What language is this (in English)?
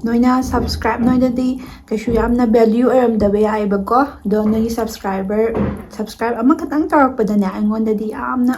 Manipuri